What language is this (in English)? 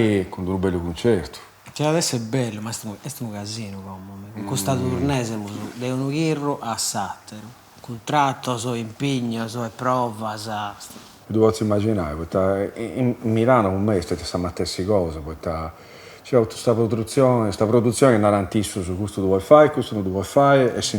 Sardinian